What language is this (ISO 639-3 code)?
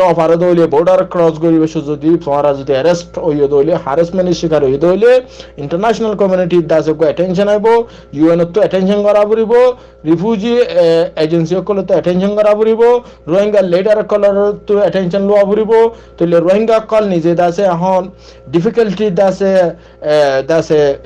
rhg